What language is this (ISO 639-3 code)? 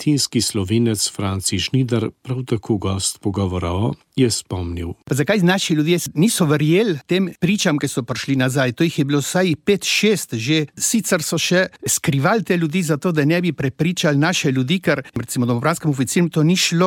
slv